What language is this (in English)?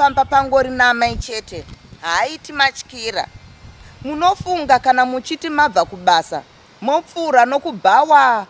Shona